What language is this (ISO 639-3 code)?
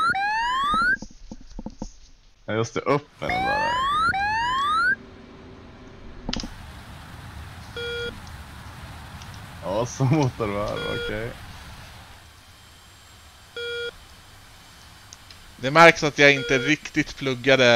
swe